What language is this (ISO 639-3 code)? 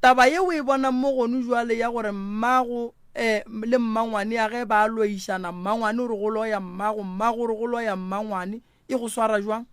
nso